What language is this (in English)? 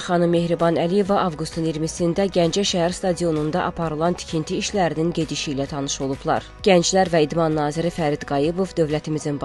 Azerbaijani